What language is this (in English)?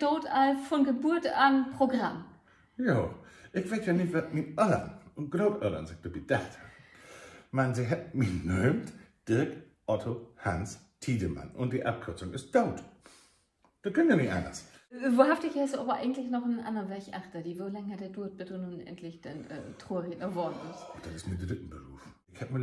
Low German